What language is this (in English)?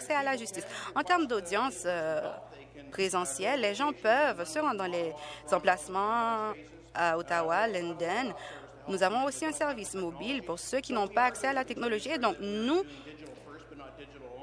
French